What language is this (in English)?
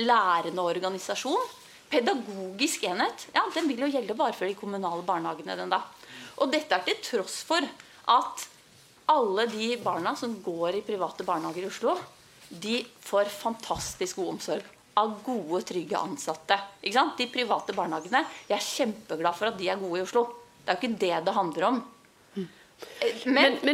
Norwegian